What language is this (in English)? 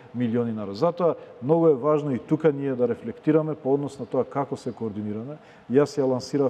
Macedonian